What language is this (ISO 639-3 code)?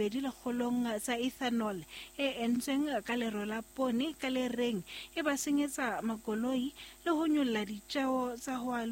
sot